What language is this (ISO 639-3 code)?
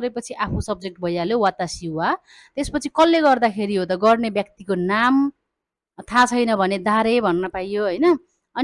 nep